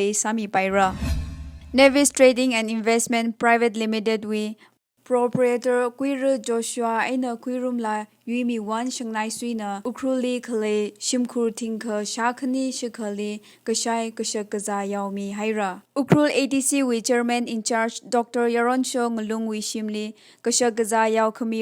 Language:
Tangkhul Naga (India)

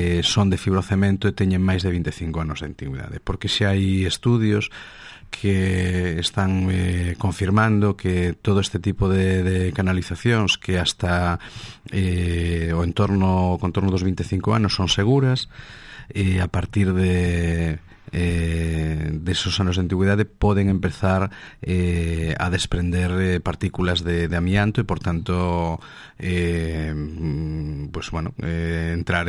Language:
Galician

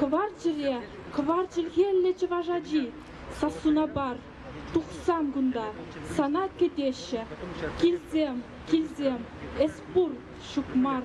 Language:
Chuvash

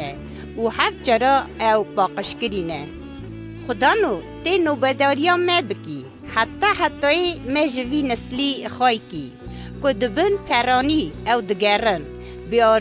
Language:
Kurdish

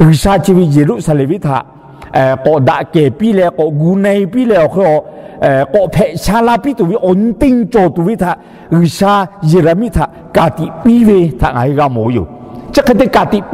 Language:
Lahu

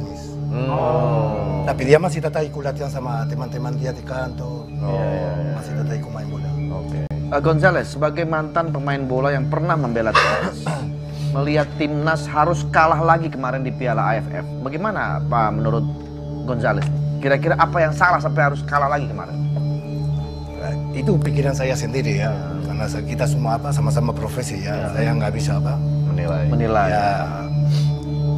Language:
Indonesian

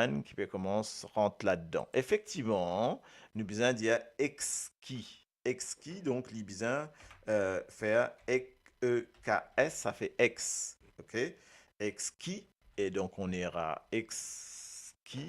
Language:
Morisyen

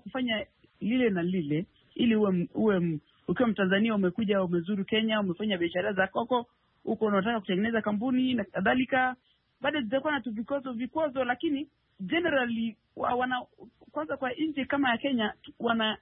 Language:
Swahili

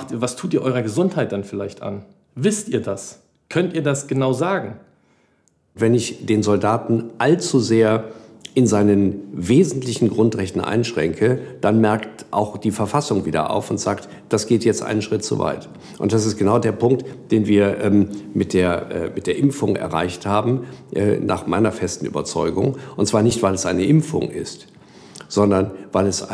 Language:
German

